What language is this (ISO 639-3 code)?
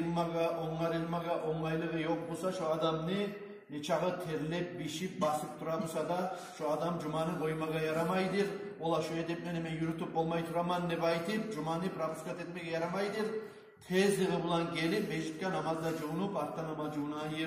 kum